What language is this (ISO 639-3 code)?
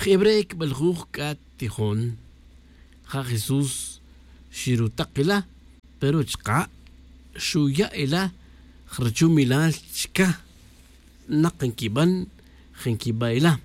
tzj